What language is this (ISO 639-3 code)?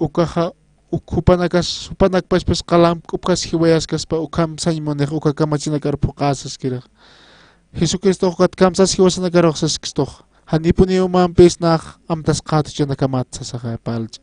aym